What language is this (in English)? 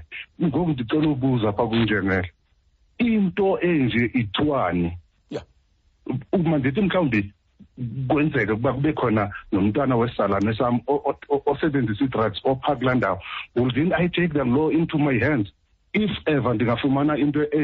Xhosa